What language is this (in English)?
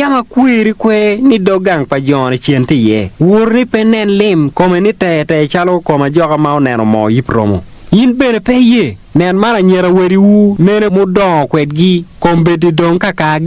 Acoli